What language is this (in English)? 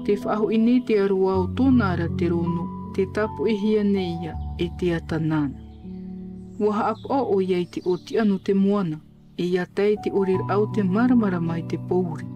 Tahitian